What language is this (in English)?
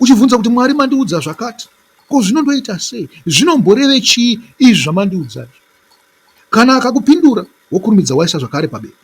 Shona